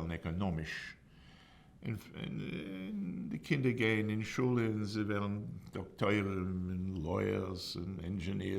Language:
Yiddish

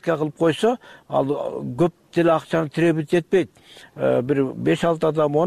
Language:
Kyrgyz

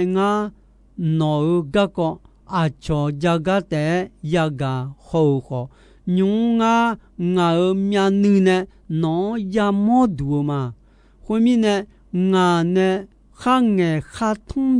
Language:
Akha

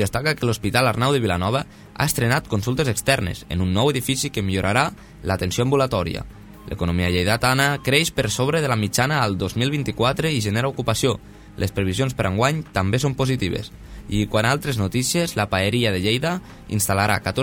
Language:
Catalan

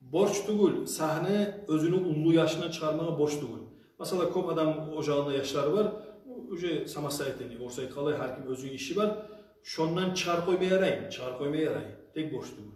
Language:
Kumyk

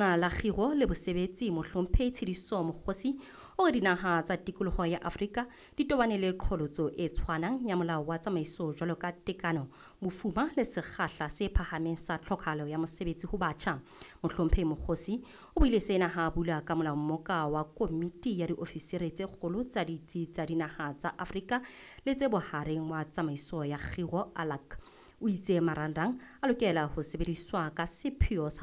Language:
Southern Sotho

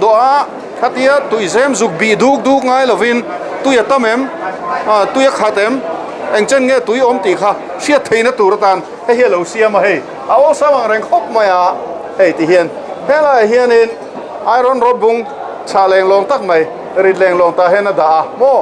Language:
Mizo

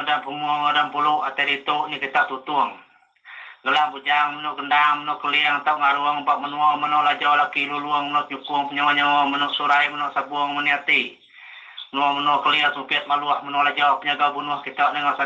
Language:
Iban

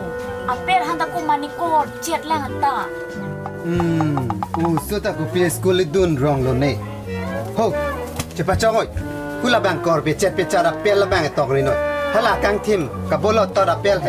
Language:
Karbi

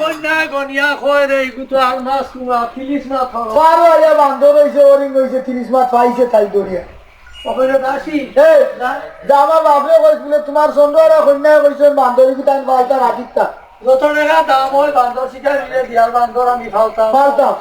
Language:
Sylheti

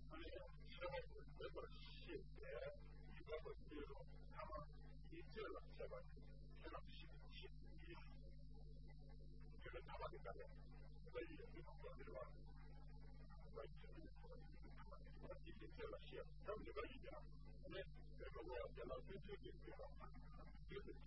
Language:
Japanese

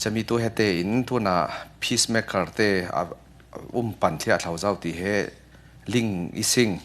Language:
Falam Chin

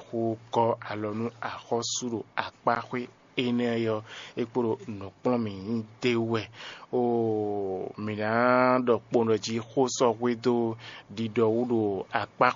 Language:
Fon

